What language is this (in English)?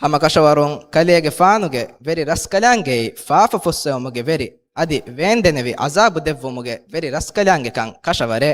Divehi